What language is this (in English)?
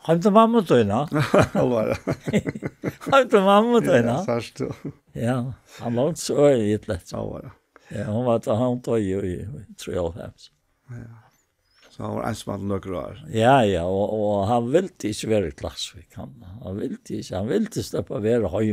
Faroese